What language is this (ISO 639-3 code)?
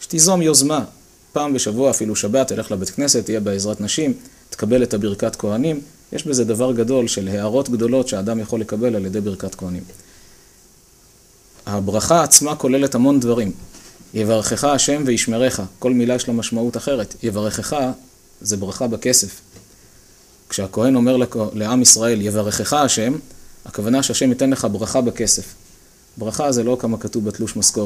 heb